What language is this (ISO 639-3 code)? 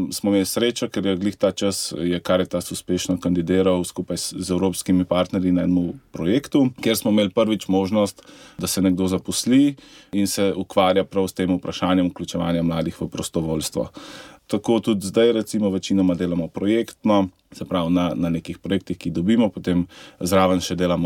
slv